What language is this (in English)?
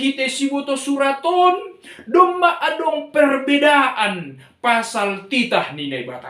Batak Simalungun